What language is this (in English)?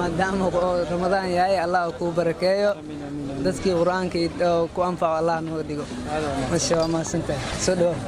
Somali